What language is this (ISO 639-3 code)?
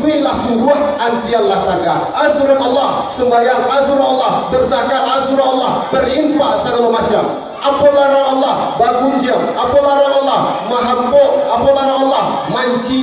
min